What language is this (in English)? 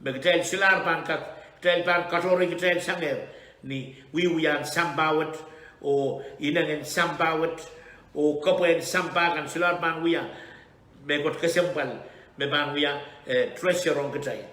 Pohnpeian